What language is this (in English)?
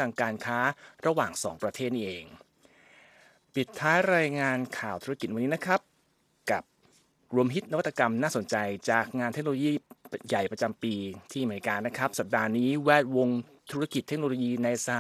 Thai